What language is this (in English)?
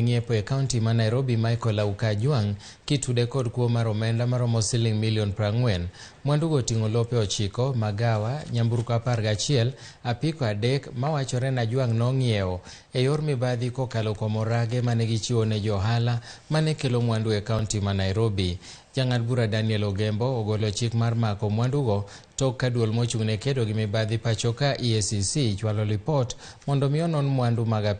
Luo (Kenya and Tanzania)